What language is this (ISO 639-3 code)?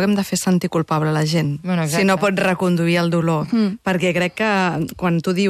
cat